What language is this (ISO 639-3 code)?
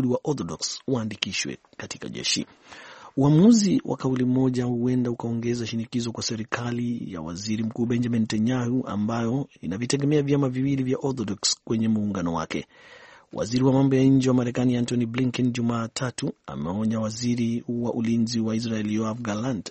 swa